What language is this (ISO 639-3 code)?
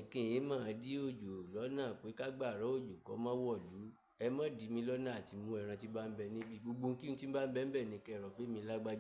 yor